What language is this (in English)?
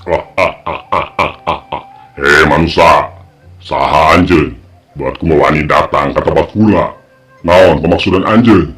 Sundanese